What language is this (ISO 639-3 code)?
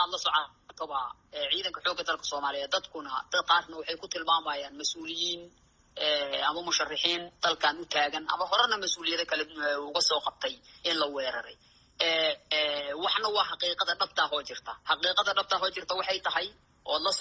som